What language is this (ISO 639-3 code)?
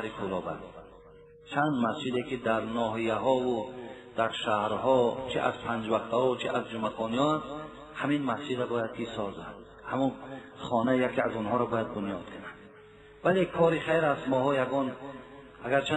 tgk